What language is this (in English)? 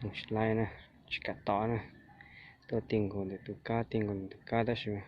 Hmong